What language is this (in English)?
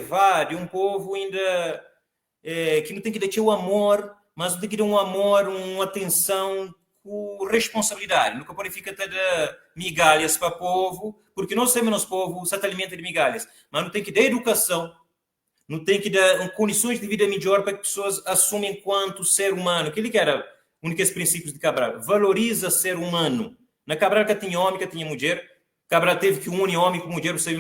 Kabuverdianu